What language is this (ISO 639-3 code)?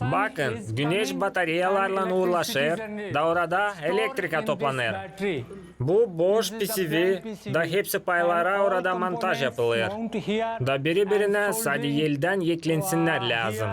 gag